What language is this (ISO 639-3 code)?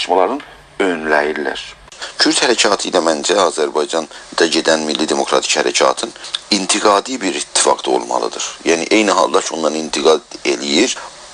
azb